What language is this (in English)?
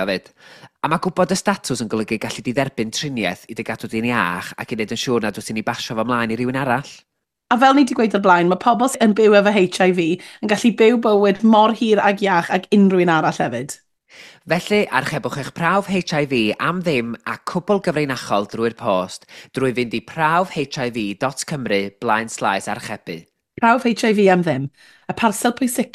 Welsh